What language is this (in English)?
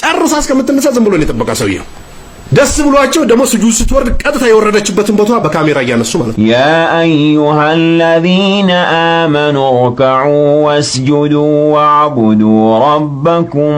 Amharic